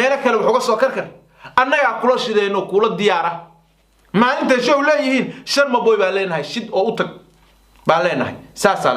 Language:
Somali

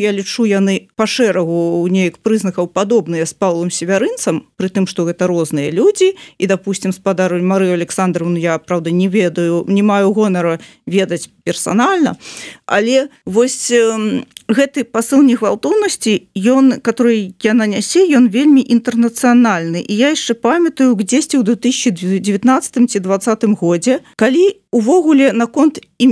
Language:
Belarusian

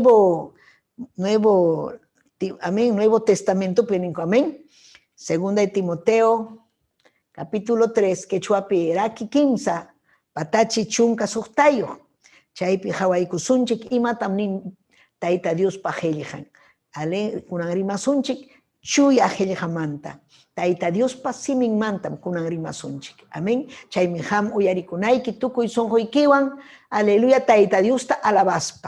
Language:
Ayacucho Quechua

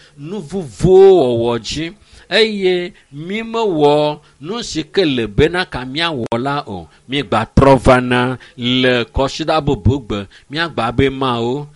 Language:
Ewe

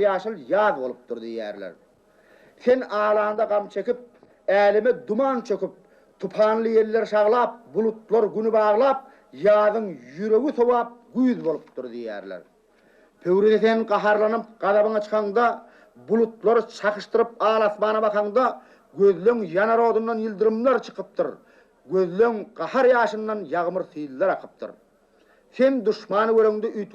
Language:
Turkmen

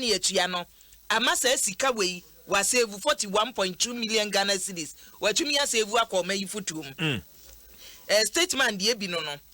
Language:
Akan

